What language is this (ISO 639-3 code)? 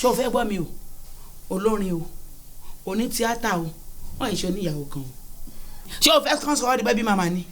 yor